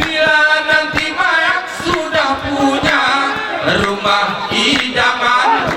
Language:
Gayo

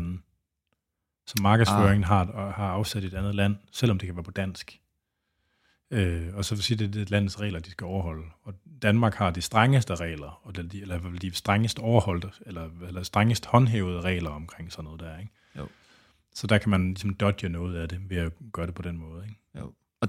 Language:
Danish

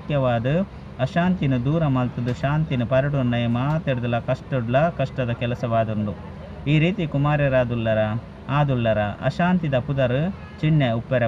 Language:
Tulu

